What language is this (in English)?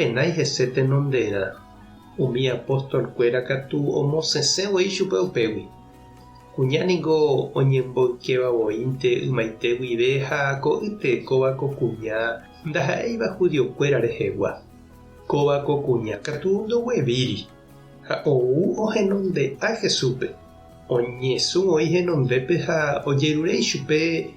Guarani